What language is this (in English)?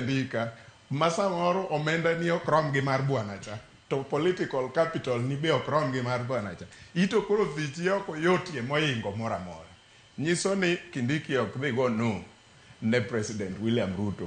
Luo (Kenya and Tanzania)